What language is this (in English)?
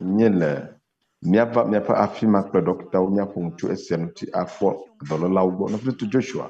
Ewe